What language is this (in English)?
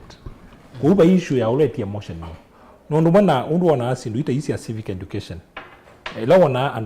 Kamba